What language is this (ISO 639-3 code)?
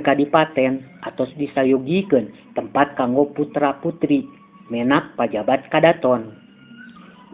sun